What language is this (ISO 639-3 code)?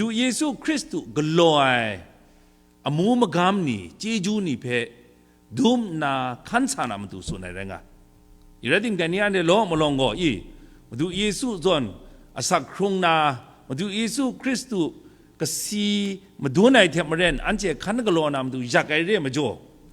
kac